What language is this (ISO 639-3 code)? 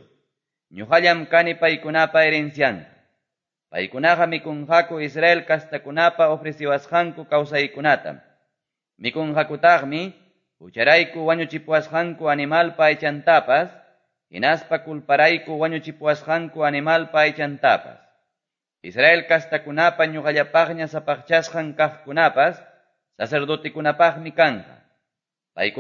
que